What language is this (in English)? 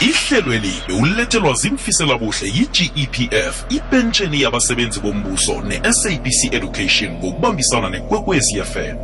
South Ndebele